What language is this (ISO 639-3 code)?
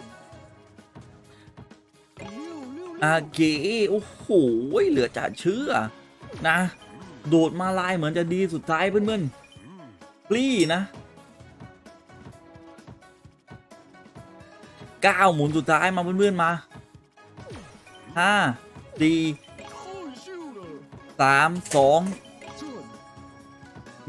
tha